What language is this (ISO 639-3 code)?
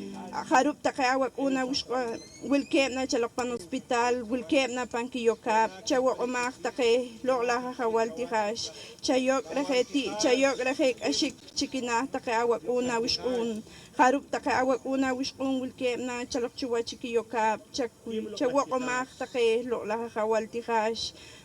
poh